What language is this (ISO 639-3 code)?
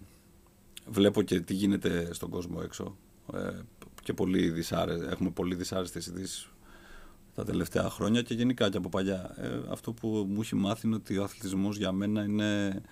ell